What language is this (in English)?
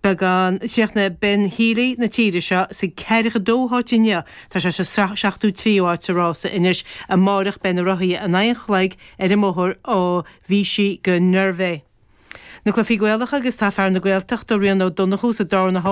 Irish